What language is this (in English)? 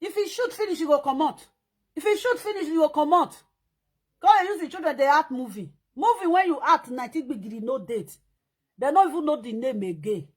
Nigerian Pidgin